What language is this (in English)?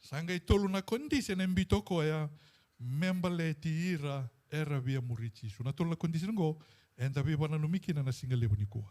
Fijian